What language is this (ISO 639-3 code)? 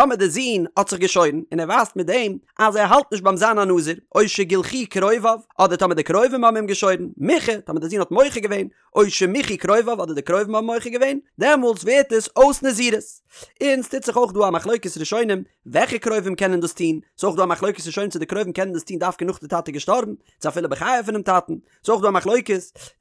yid